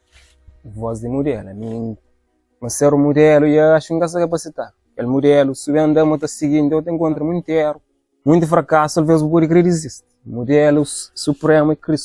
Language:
Kabuverdianu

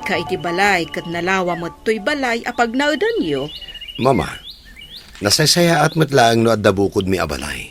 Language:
Iloko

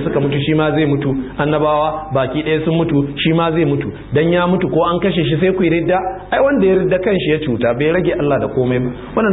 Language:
Hausa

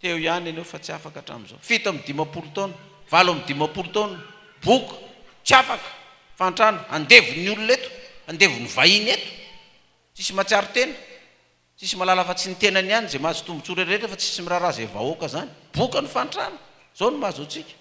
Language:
Malagasy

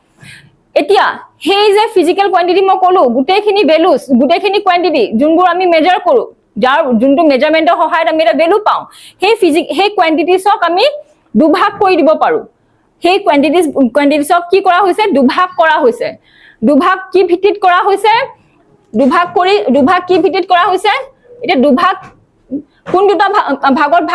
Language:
Assamese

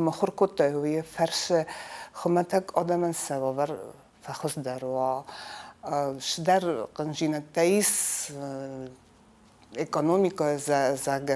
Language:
Ossetic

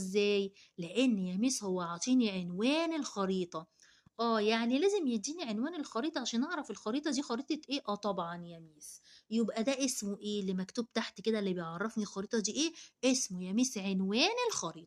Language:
Egyptian Arabic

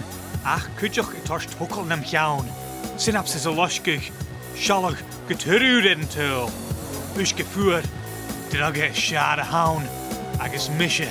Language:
Scottish Gaelic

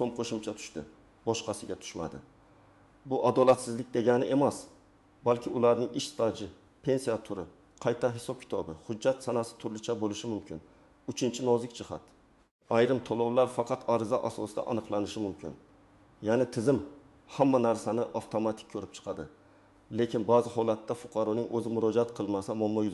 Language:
Uzbek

